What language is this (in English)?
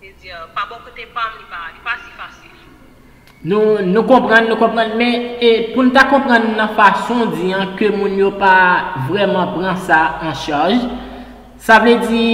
Haitian Creole